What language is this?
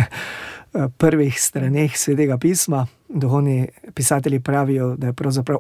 Slovenian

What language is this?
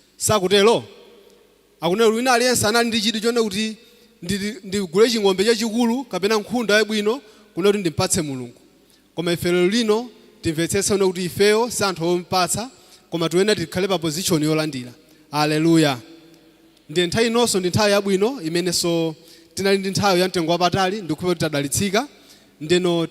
Nyanja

